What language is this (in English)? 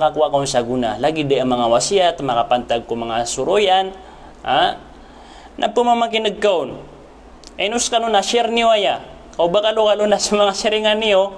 Maranao